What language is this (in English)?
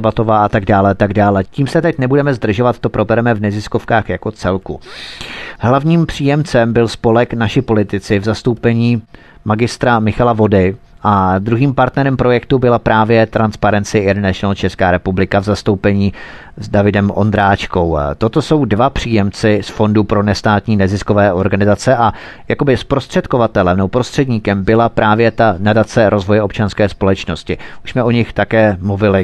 Czech